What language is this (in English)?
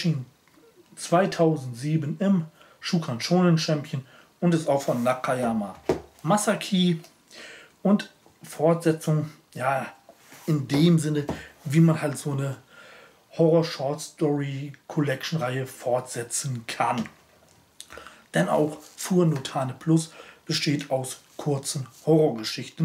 German